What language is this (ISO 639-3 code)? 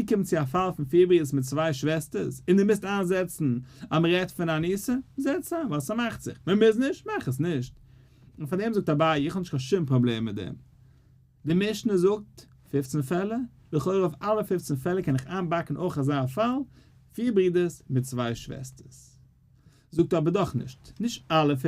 yid